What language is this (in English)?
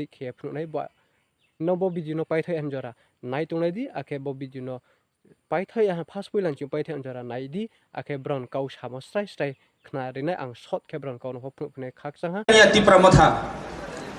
Riang (India)